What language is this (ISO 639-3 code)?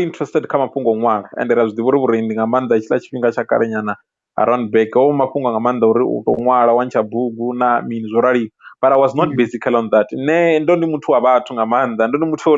ven